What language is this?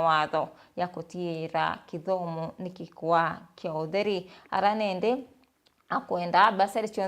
Meru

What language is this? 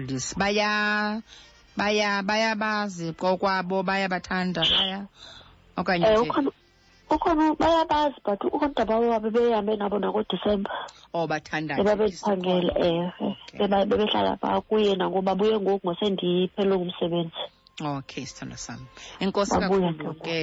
Xhosa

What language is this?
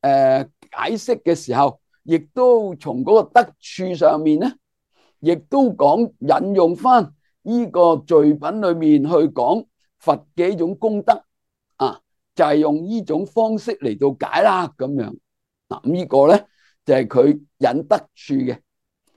Cantonese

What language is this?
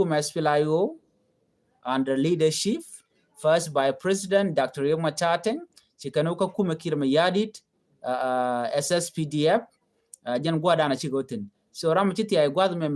Nuer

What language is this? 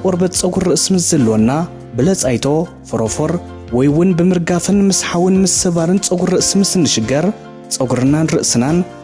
Tigrinya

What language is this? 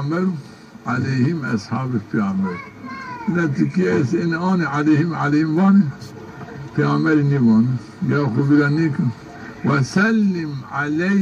Zaza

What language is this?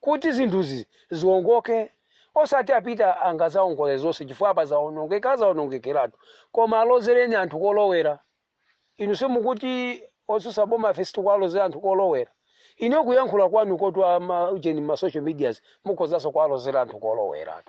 Nyanja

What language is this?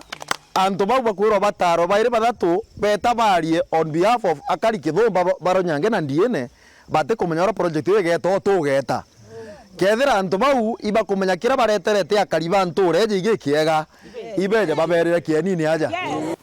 Meru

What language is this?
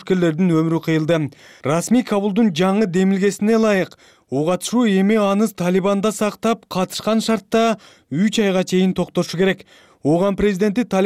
Kyrgyz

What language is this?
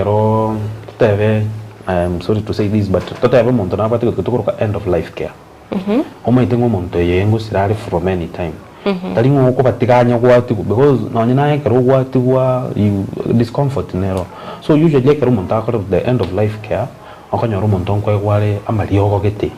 Gusii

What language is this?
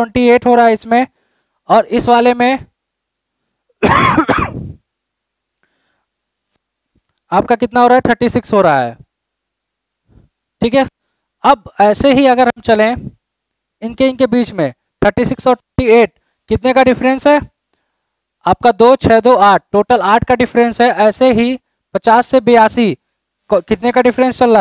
Hindi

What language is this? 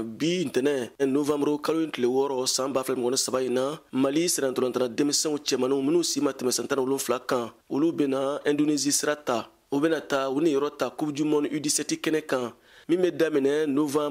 Bambara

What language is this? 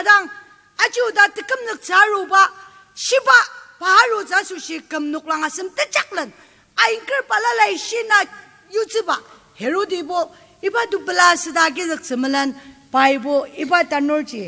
Ao Naga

